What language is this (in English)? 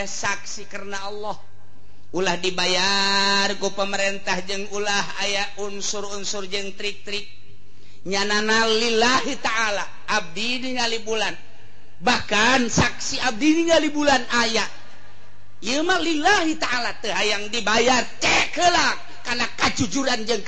Sundanese